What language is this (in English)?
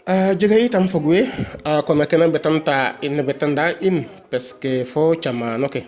Serer